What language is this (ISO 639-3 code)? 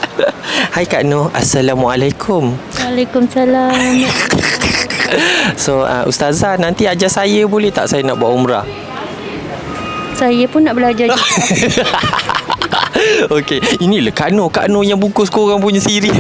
msa